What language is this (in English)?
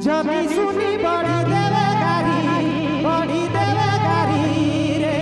Sadri